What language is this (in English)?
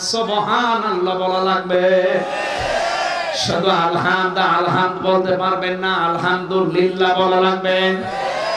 Bangla